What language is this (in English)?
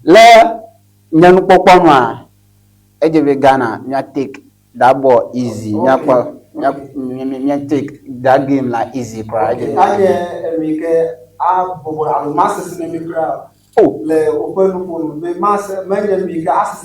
Ewe